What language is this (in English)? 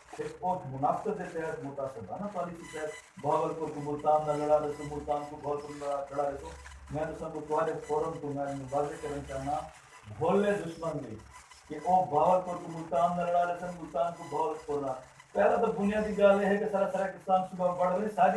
Saraiki